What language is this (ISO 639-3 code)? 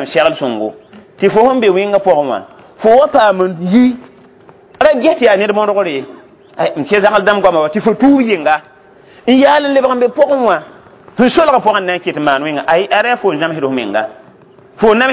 mos